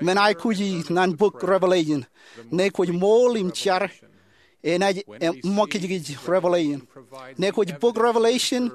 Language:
Marshallese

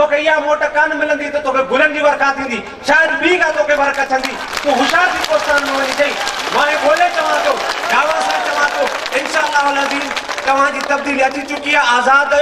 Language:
Sindhi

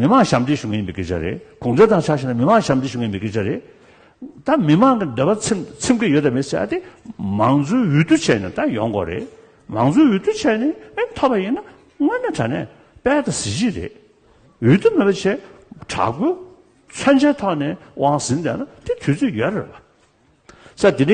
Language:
Tibetan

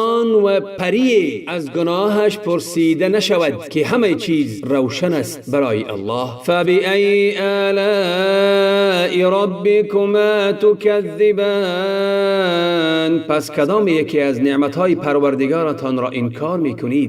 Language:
Tajik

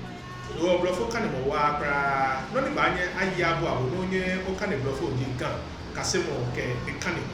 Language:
Ga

